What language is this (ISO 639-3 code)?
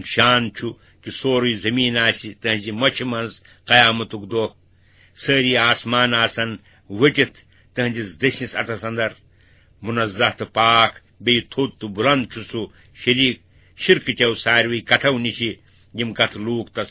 kas